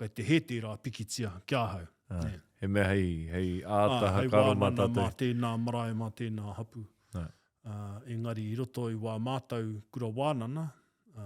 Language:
Māori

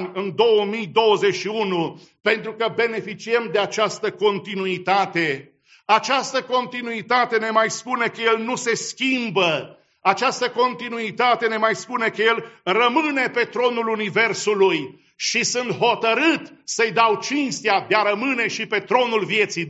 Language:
Romanian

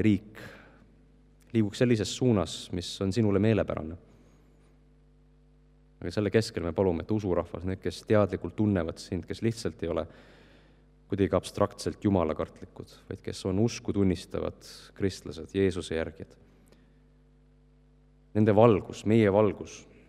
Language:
Estonian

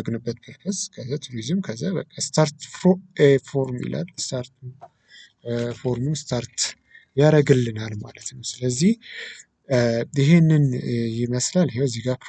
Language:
Amharic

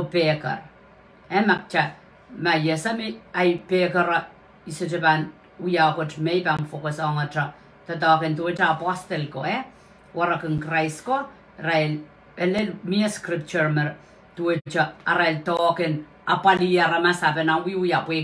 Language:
Pohnpeian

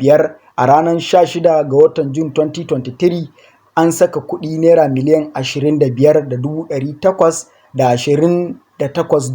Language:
Hausa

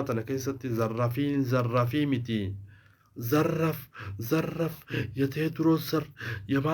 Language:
Oromo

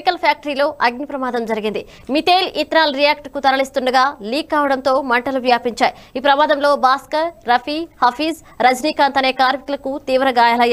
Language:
Telugu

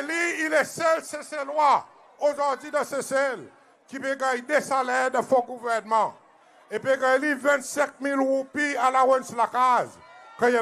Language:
Seselwa Creole French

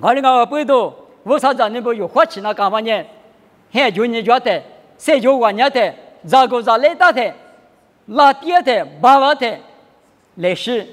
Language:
Lisu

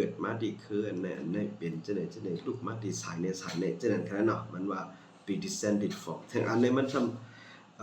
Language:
Shan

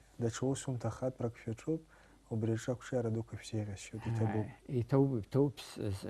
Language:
Abkhazian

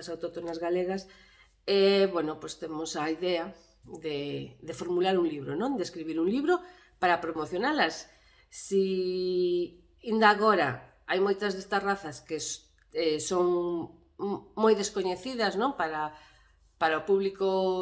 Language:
Galician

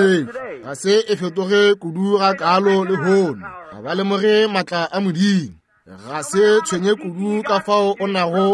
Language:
Northern Sotho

